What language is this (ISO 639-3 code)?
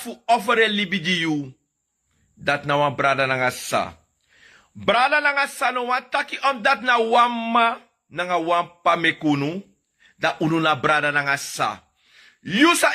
srn